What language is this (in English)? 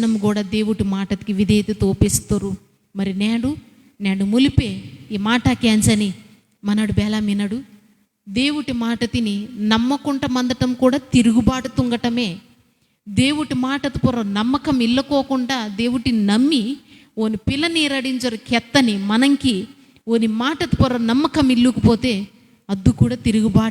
Koya